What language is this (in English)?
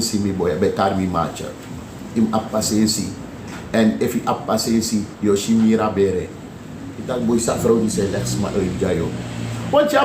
Sranan Tongo